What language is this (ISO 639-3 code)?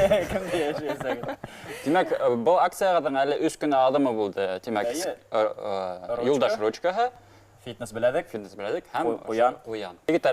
bak